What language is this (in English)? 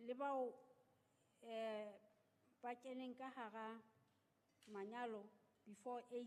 Southern Sotho